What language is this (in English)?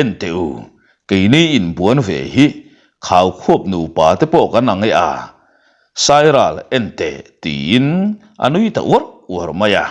Mizo